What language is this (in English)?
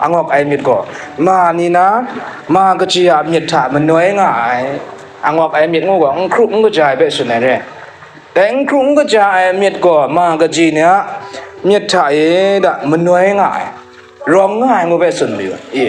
Kachin